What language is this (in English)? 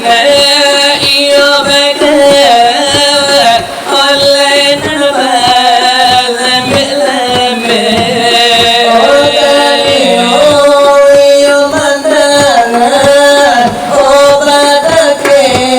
Minangkabau